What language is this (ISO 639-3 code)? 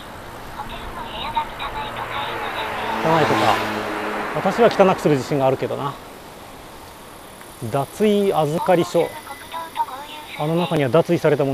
jpn